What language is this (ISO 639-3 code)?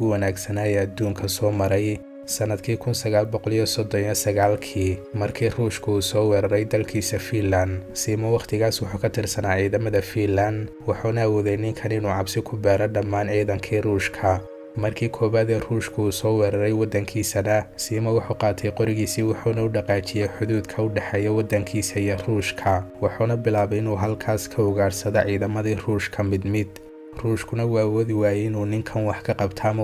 som